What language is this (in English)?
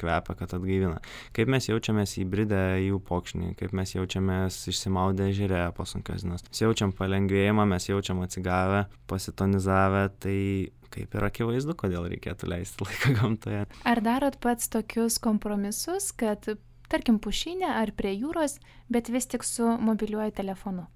Lithuanian